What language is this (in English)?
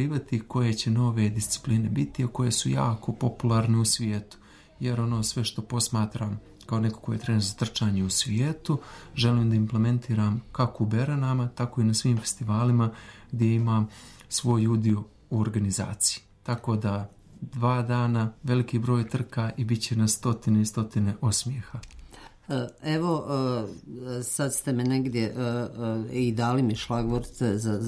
Serbian